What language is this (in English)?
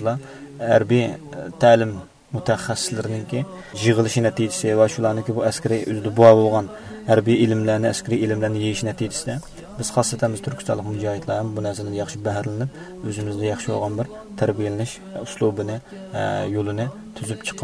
Uyghur